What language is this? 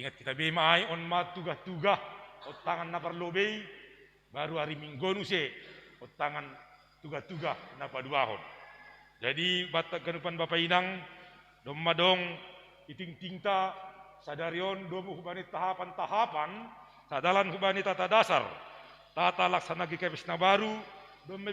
Batak Simalungun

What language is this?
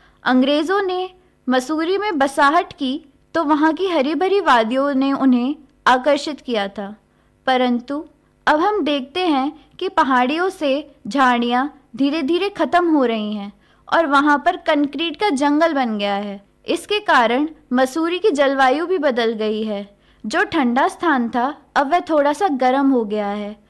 Hindi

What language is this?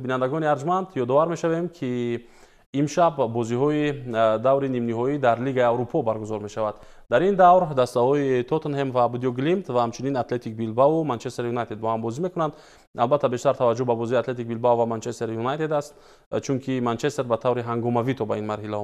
Tajik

